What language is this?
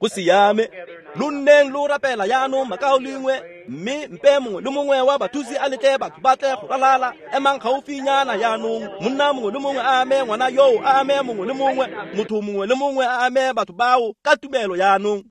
Tswana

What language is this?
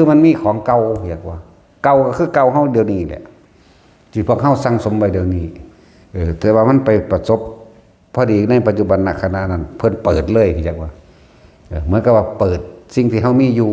Northeastern Thai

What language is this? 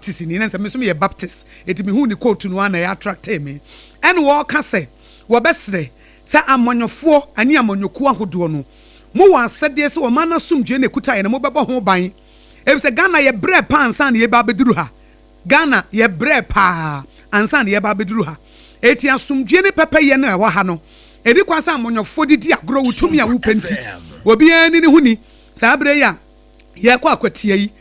Akan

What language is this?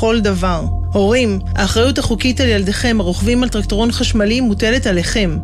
Hebrew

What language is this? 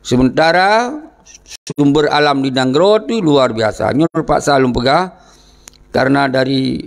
Achinese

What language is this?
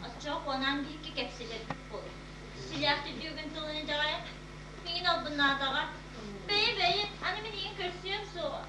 Yakut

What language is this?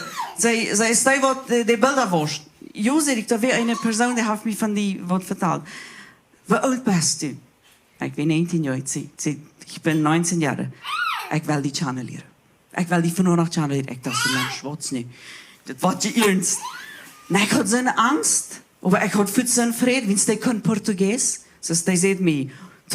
Plautdietsch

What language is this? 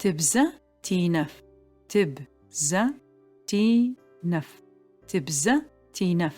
Adyghe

